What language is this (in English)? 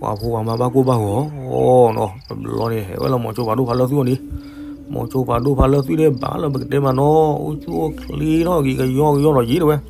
S'gaw Karen